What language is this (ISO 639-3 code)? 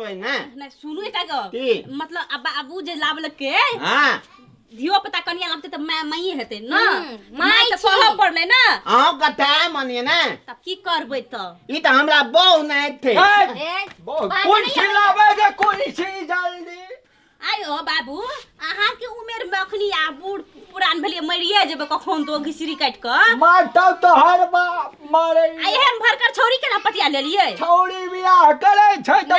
mai